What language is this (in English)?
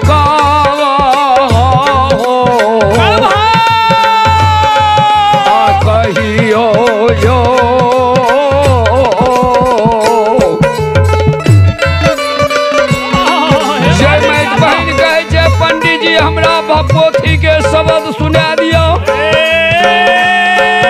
Maithili